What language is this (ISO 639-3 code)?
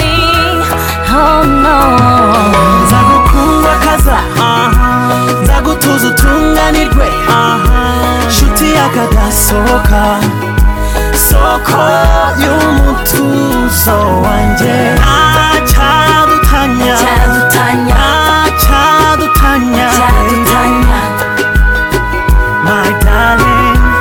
kin